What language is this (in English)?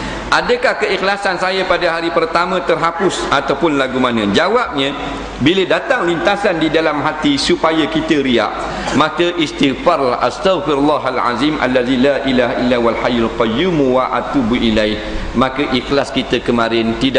Malay